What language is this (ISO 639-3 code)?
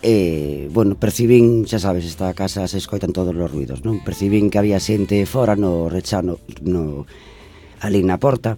glg